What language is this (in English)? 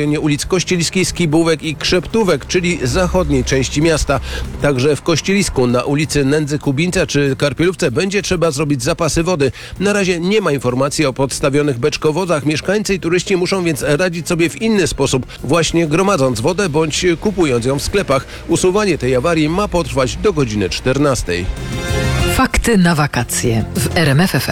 Polish